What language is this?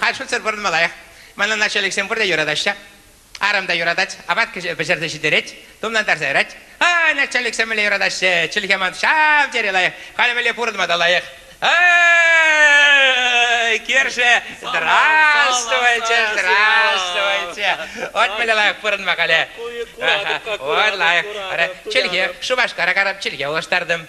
Chuvash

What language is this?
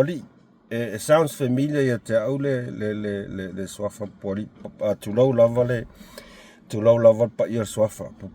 Samoan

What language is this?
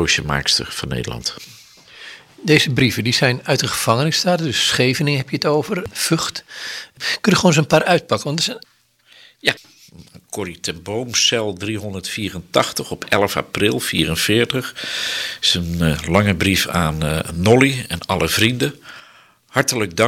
Dutch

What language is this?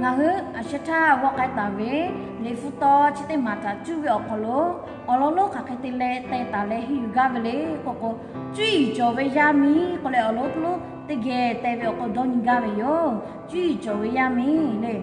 Lahu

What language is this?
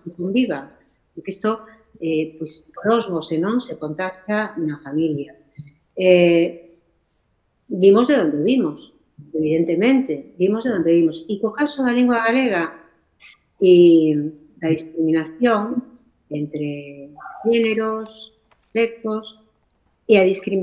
Galician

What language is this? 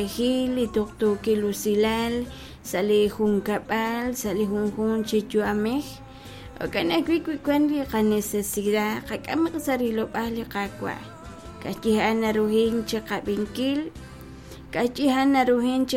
Kekchí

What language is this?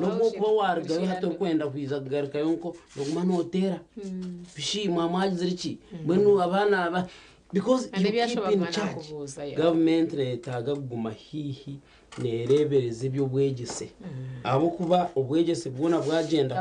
Nyankole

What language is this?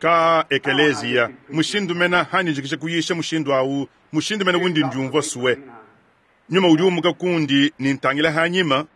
Luba-Lulua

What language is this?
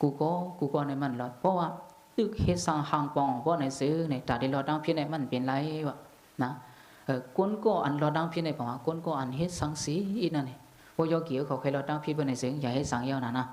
Shan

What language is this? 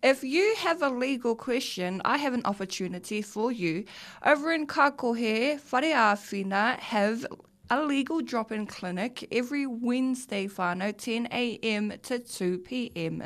Māori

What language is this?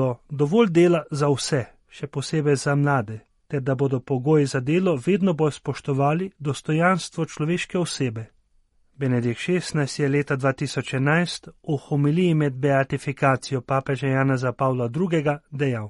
Slovenian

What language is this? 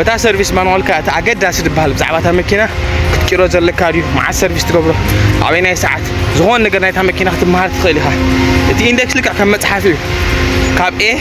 Tigrinya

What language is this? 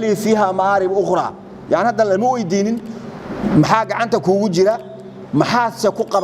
Somali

